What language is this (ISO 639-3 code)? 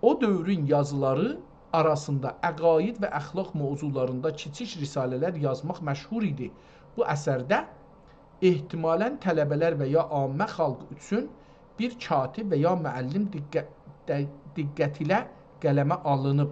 azb